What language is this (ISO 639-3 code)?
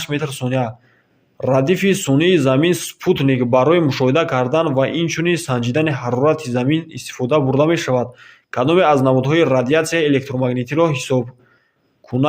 tgk